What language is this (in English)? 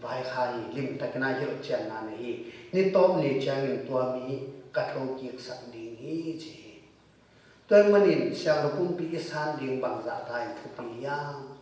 Tedim Chin